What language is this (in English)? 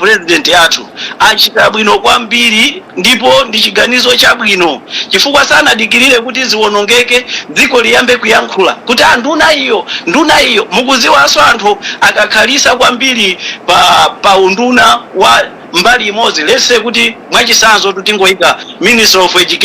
Nyanja